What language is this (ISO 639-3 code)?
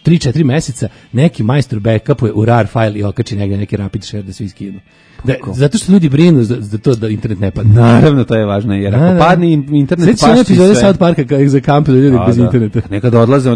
srp